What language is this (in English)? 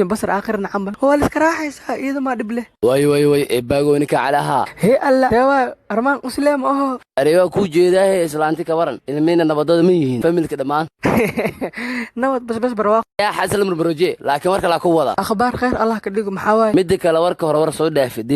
Somali